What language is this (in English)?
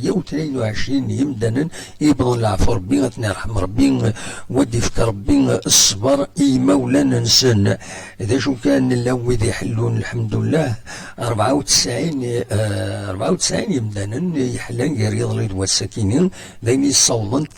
Kabyle